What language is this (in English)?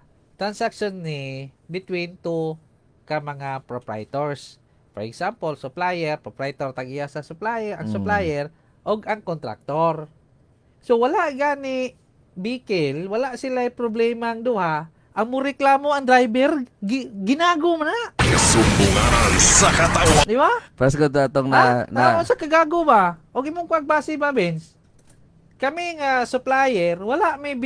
Cebuano